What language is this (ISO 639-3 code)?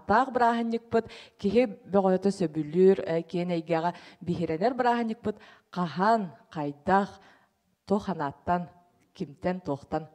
sah